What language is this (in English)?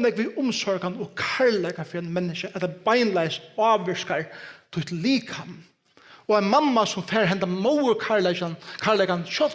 Faroese